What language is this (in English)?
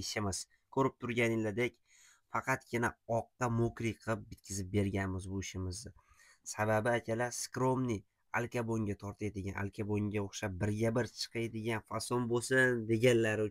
Uzbek